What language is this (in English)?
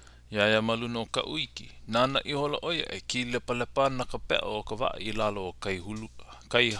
Hawaiian